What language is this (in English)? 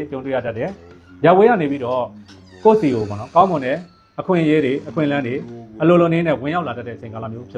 Burmese